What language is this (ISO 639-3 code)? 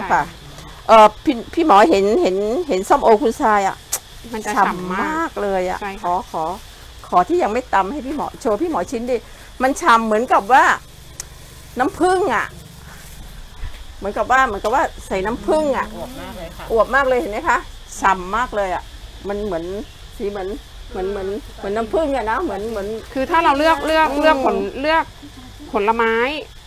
tha